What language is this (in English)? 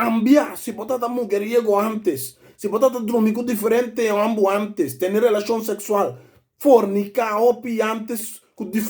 Papiamento